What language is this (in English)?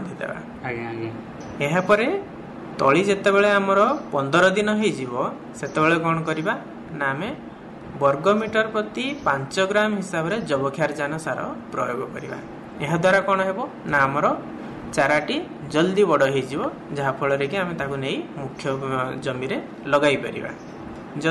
Odia